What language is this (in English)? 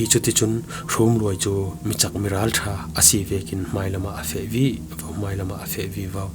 Falam Chin